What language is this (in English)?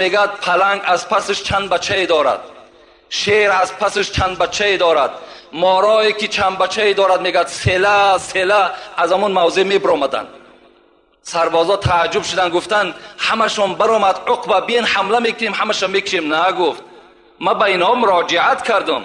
Tajik